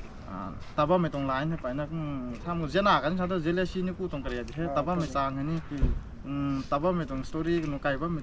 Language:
Rongmei Naga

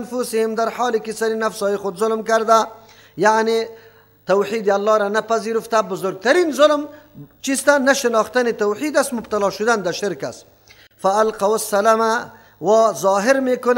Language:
Persian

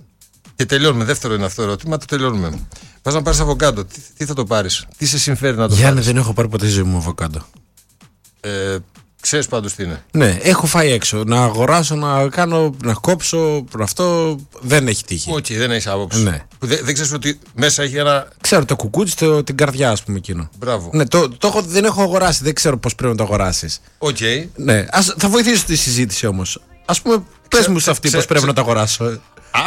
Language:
Greek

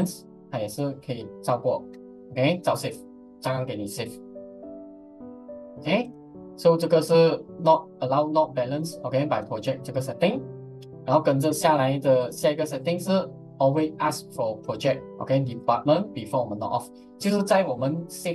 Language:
Chinese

